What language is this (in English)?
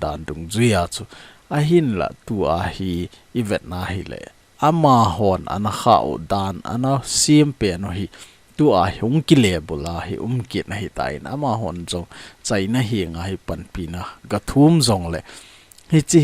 Thado Chin